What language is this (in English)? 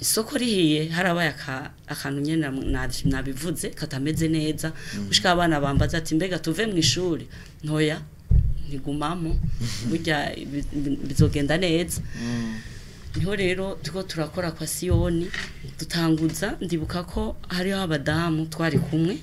Rundi